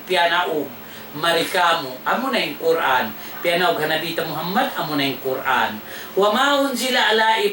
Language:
Tausug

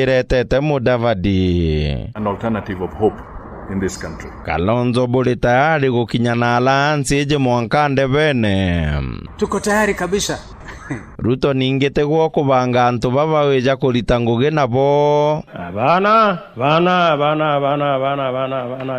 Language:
Meru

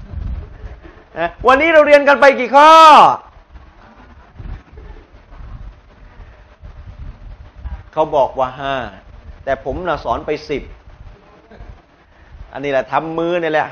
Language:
Thai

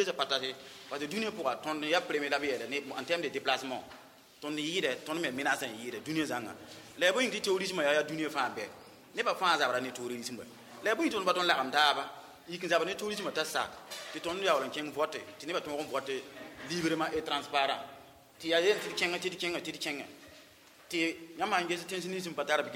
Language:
Mossi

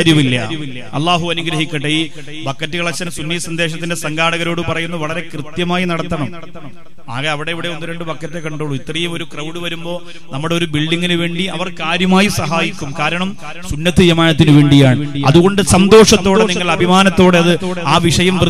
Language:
Malayalam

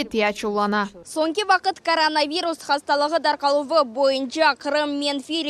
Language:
Crimean Tatar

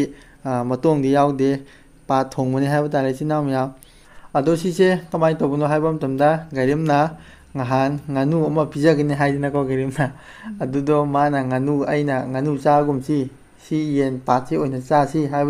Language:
Manipuri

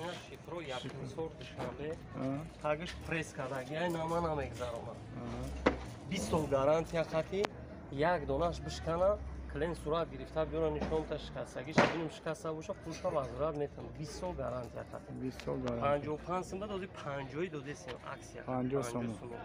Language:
Tajik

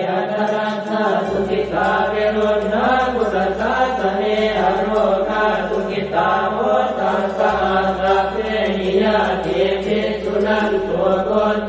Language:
Pali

